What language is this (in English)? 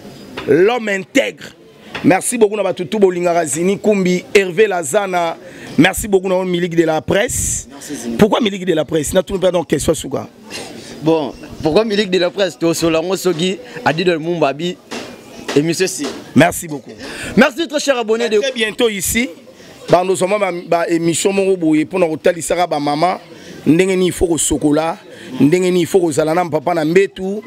Lingala